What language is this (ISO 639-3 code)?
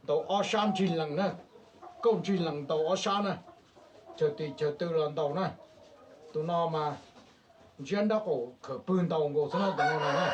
hmn